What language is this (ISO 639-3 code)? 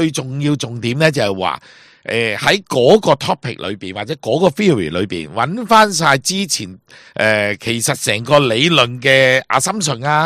yue